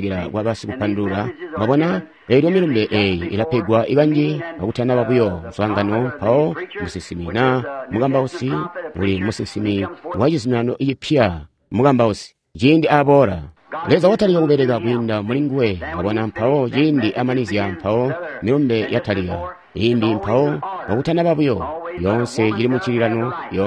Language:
Tonga (Zambia)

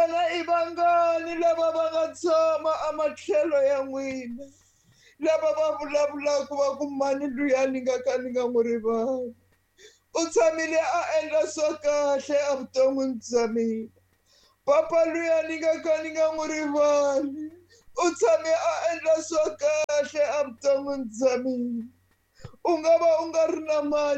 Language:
Tsonga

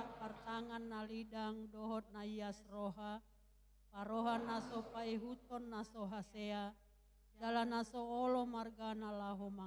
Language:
Batak Toba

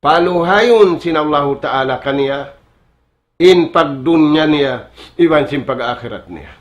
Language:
Tausug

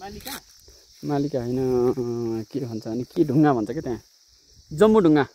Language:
Nepali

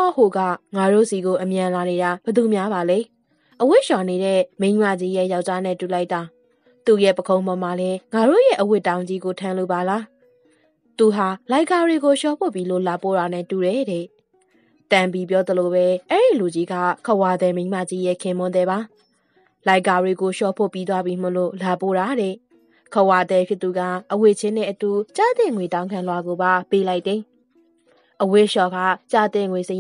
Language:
Burmese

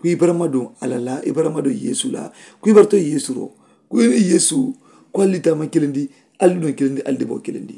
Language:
Mandingo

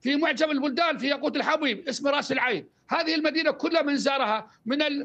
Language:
Arabic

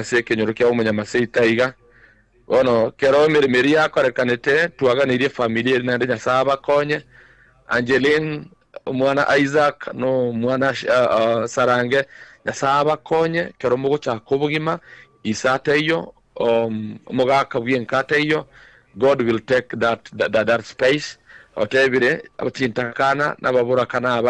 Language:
Gusii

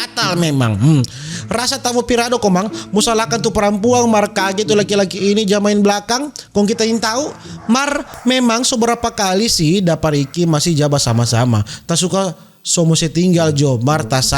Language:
Manado Malay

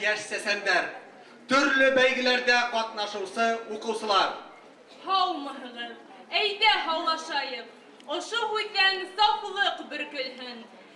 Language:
Bashkir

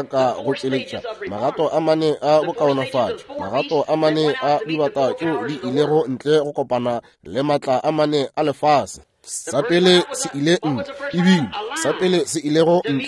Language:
Northern Sotho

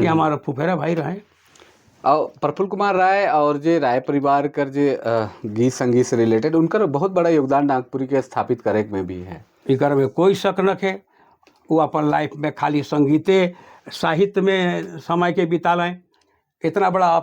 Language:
Sadri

